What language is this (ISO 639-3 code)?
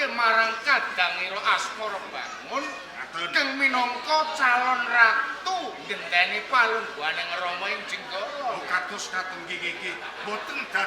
jav